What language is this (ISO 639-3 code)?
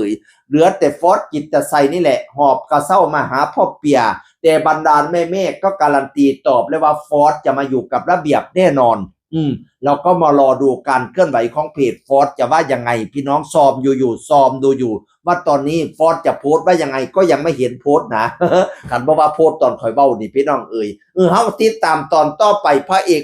tts